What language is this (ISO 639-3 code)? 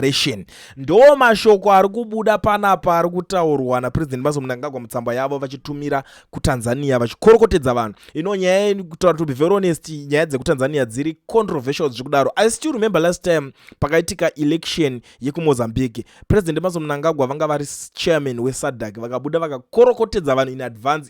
sna